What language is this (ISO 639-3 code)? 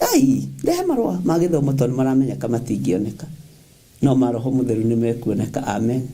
kik